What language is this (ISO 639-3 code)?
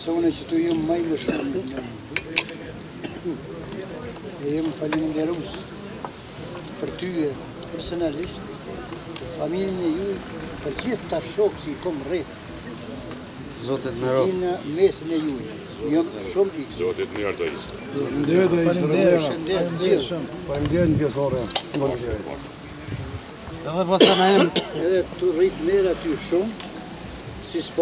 aln